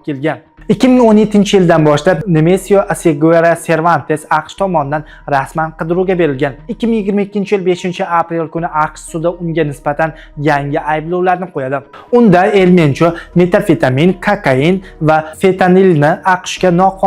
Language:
Uzbek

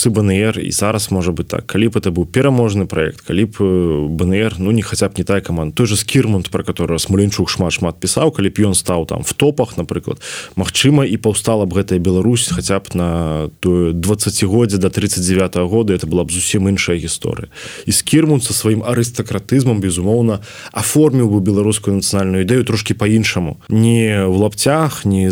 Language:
Belarusian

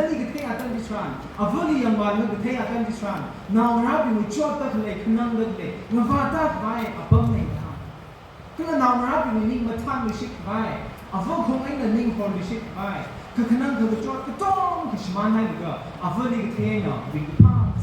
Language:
Tangkhul Naga (India)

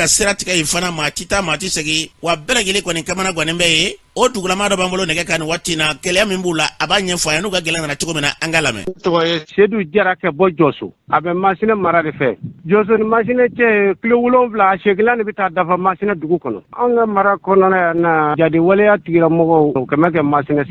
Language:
Bambara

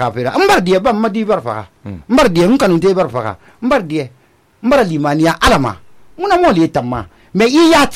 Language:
Susu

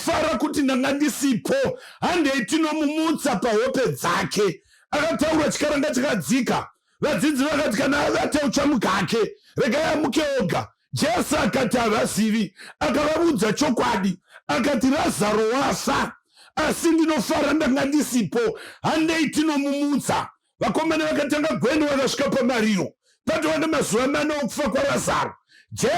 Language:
Shona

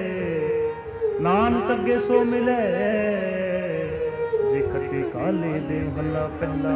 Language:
Punjabi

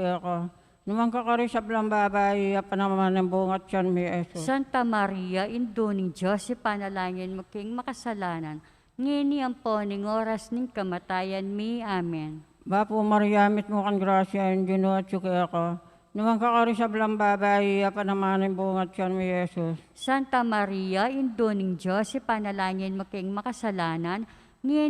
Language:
Pampanga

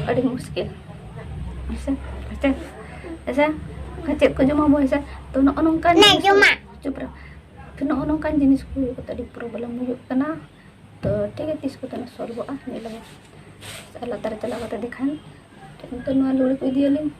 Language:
Santali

